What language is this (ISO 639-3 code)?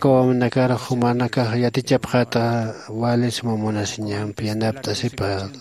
aym